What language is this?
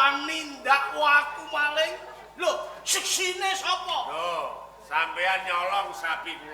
Javanese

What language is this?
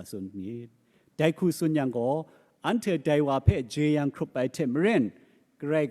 Kachin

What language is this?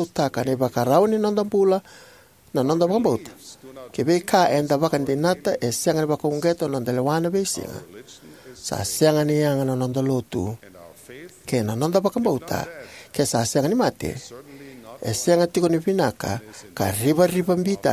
Fijian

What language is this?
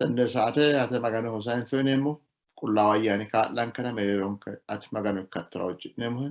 Sidamo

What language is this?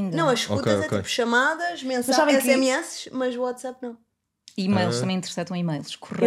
Portuguese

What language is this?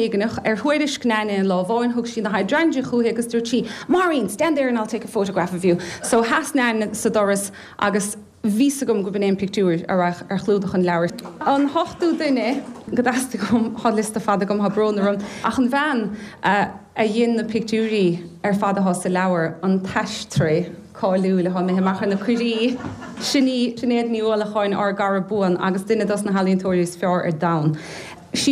Irish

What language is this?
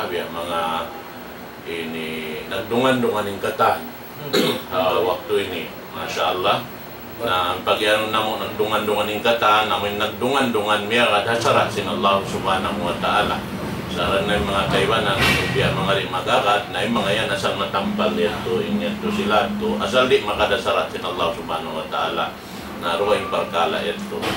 Tausug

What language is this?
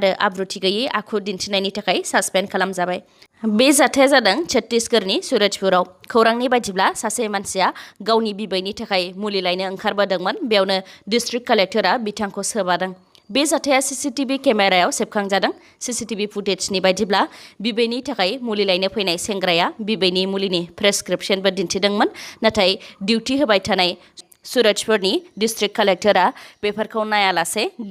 Bodo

